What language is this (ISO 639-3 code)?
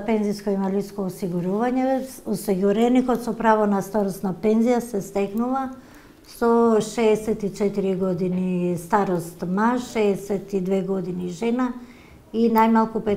mkd